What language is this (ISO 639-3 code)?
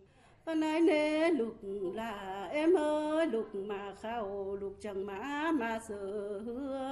vie